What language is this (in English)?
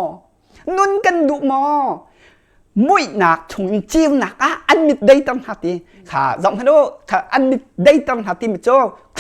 Hakha Chin